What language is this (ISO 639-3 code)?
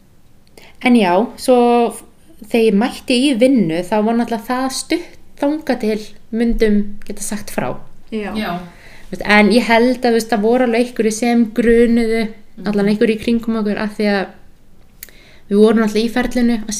isl